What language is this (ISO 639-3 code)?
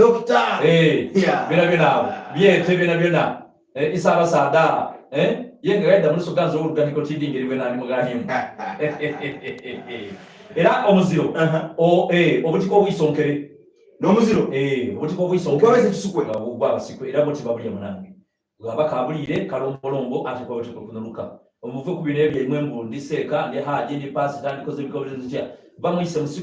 xog